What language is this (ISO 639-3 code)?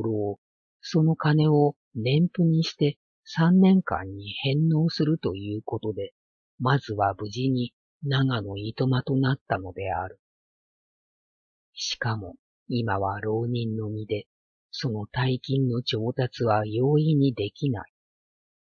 jpn